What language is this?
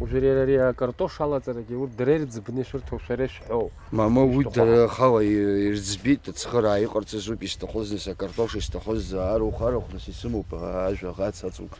Abkhazian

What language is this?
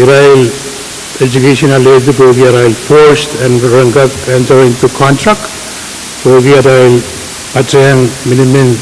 Pohnpeian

